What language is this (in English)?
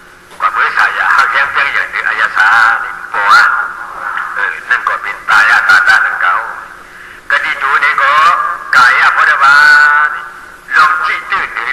Shan